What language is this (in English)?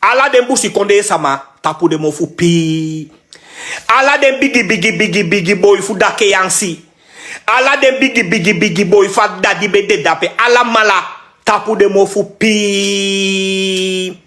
Sranan Tongo